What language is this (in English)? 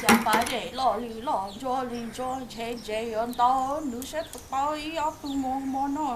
Hmong